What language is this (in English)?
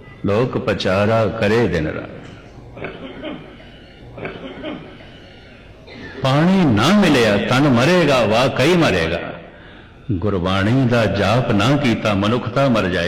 Punjabi